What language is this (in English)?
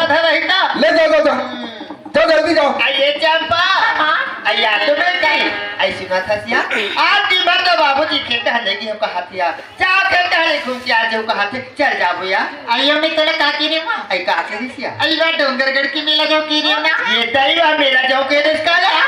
Chhattisgarhi